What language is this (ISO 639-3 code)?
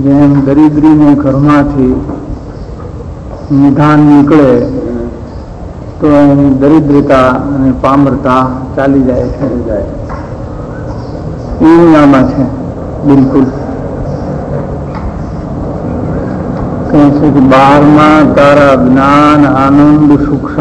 guj